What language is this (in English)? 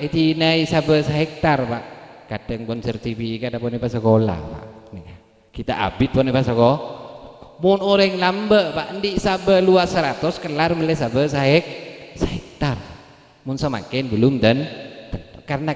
Madurese